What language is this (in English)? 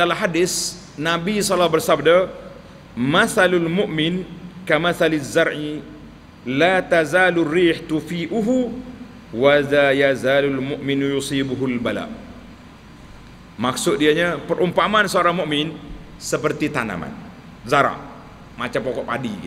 Malay